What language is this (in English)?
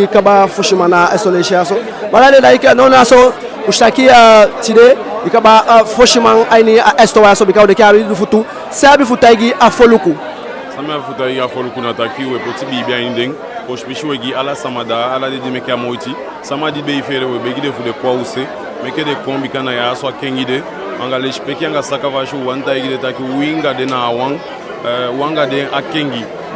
Eastern Maroon Creole